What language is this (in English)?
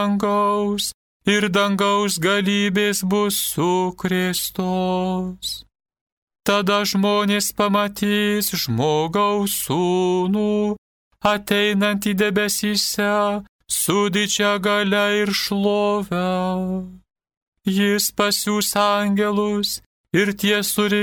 Lithuanian